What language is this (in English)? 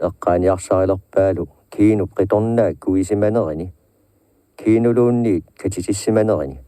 Kalaallisut